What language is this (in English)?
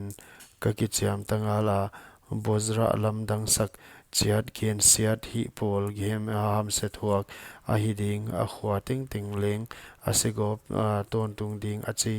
Paite Chin